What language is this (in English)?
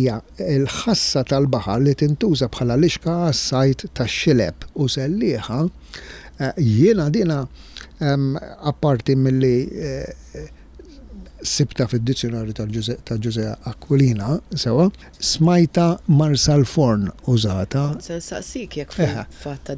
Maltese